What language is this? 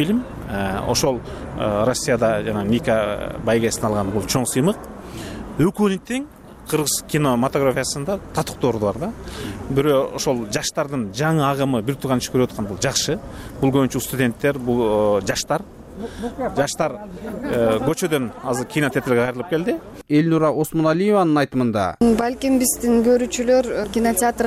Kyrgyz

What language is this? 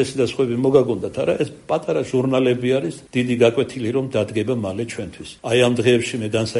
Georgian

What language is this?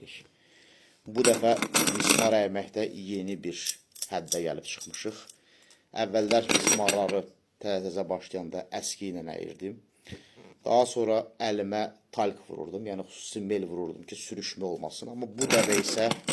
Azerbaijani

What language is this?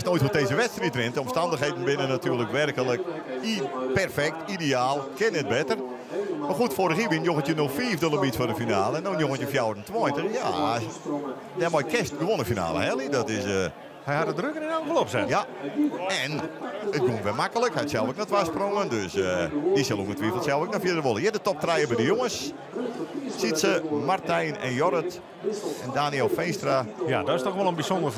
Western Frisian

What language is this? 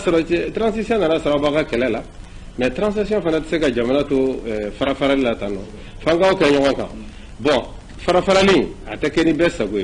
Bambara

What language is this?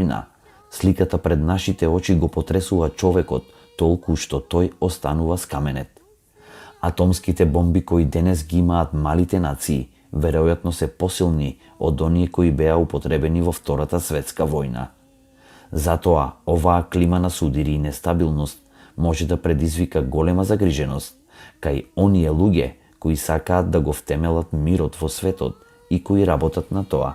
Macedonian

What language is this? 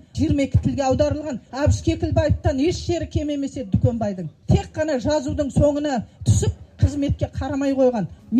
Kazakh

